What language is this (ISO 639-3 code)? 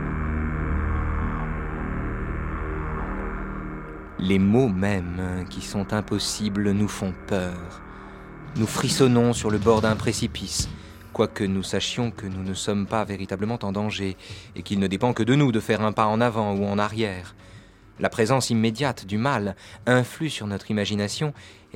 fra